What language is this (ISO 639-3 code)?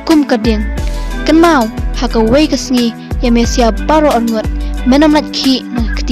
kha